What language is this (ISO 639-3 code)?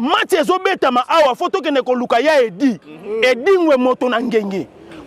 lin